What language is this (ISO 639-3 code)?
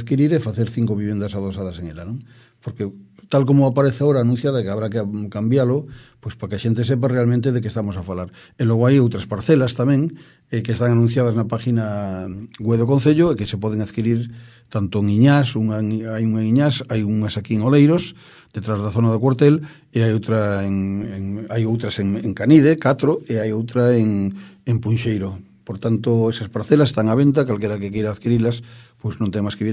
glg